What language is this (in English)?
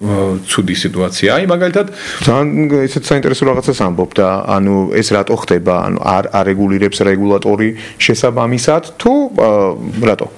Georgian